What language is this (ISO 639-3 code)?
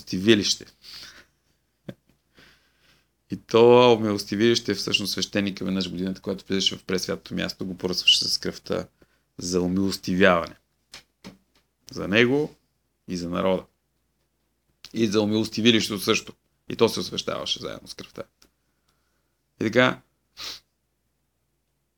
bul